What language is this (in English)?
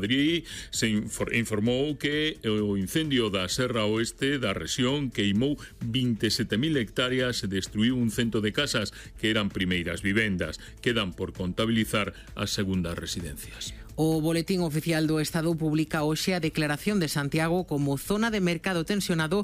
Galician